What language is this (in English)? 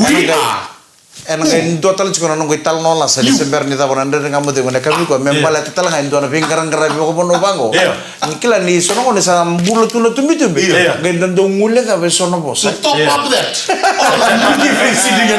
Fijian